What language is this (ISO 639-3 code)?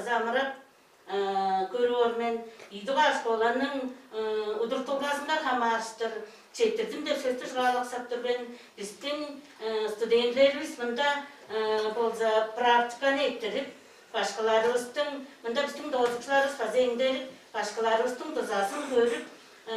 tyv